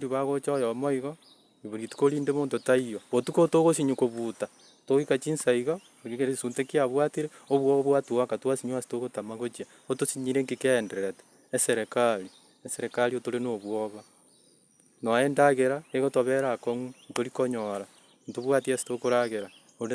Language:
Gusii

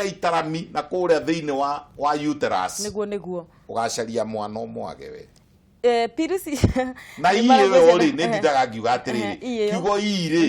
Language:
Kikuyu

